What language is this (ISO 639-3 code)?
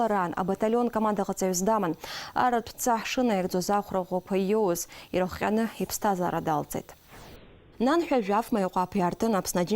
abk